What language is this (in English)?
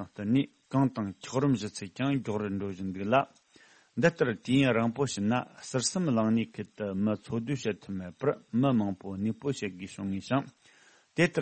Tibetan